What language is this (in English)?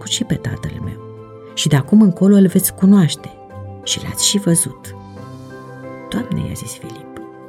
Romanian